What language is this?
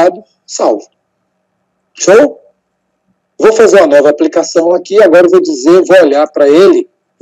Portuguese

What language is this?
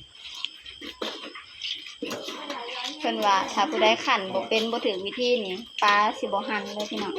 Lao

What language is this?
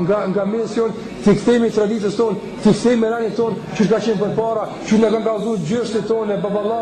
Albanian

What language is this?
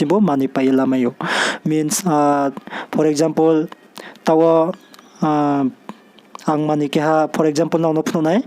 Riang (India)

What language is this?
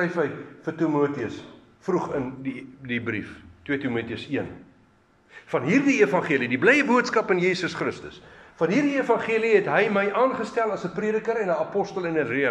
Afrikaans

